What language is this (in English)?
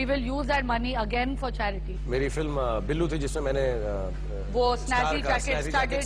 Hindi